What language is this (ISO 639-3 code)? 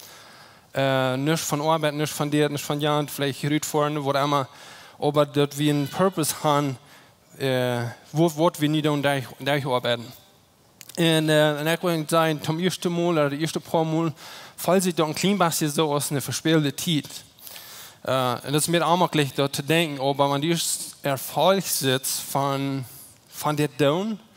pdt